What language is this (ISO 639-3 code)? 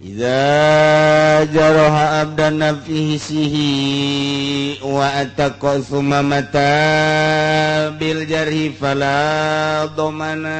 sun